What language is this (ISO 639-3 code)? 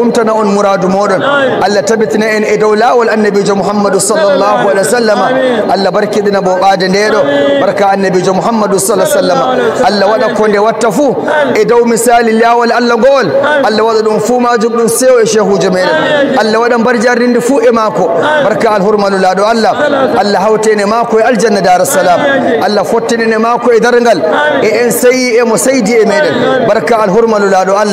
fuv